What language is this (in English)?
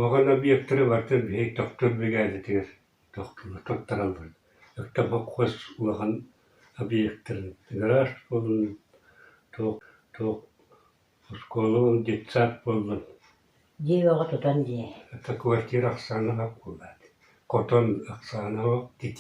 Yakut